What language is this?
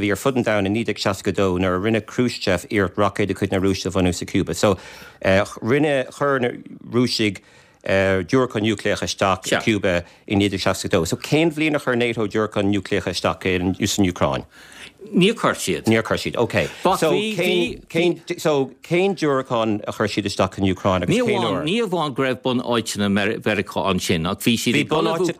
Irish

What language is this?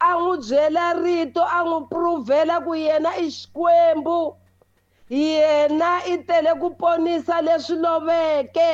Tsonga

